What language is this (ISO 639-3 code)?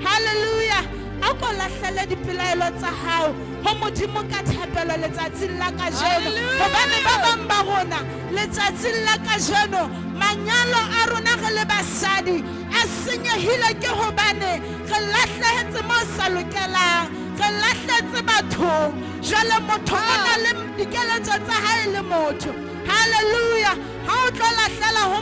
sot